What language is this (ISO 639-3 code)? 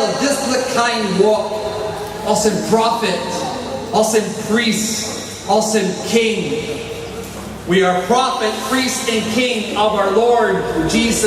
tpi